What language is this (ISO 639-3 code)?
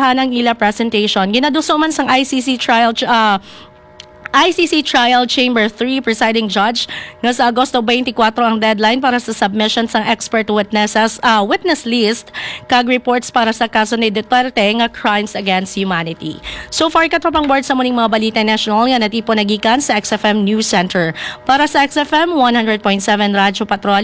hil